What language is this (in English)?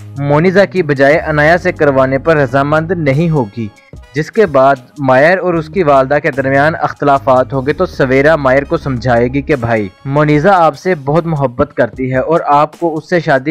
Urdu